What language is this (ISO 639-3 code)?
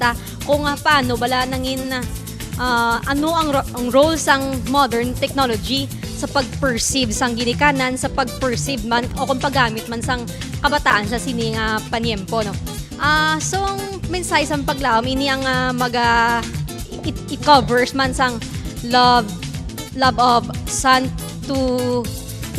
hil